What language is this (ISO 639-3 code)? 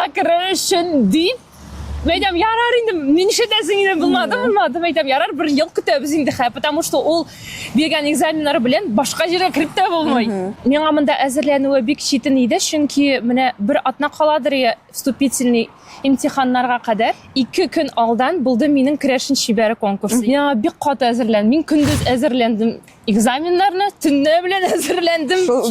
tat